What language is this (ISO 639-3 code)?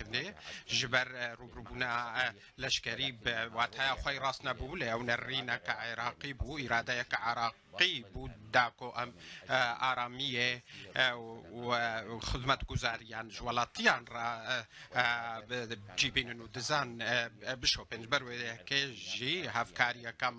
kur